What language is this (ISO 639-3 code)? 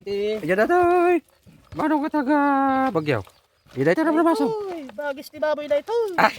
ilo